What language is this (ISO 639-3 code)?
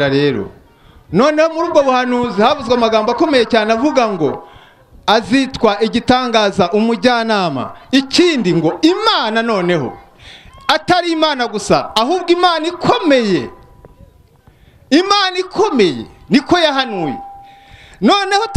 kin